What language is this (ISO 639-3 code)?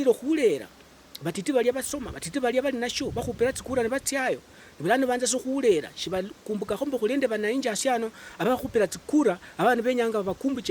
luy